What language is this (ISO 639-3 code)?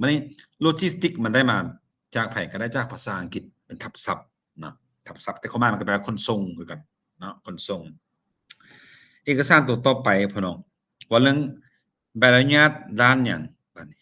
lao